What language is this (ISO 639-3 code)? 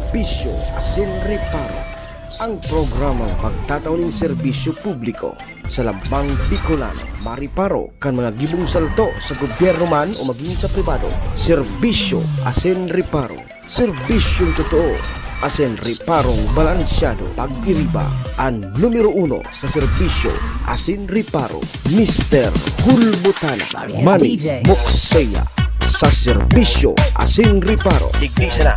bik